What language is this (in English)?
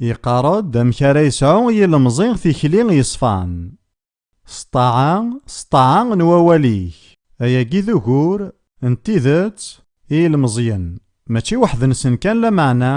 Kabyle